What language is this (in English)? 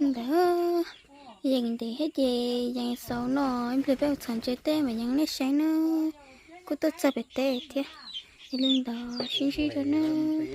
Hmong